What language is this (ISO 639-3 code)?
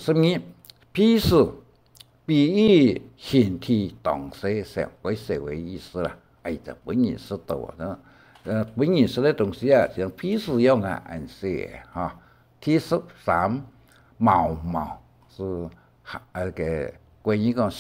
hak